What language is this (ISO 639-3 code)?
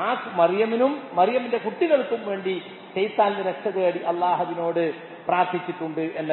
mal